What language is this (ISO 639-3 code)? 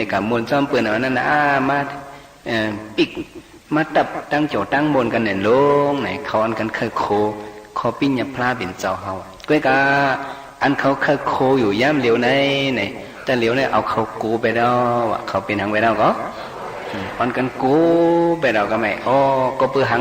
shn